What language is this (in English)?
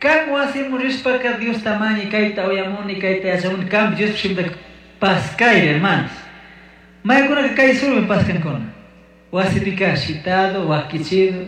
Chimborazo Highland Quichua